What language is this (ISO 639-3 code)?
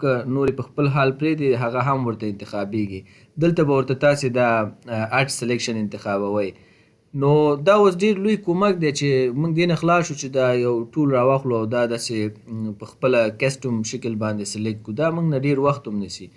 pus